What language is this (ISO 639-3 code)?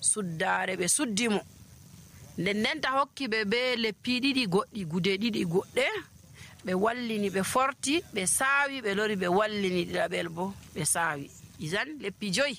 fuv